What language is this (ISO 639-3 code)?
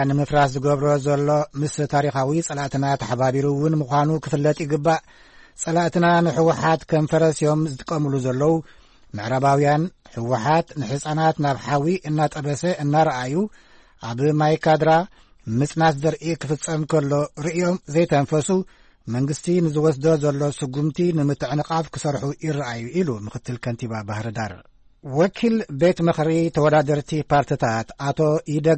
tir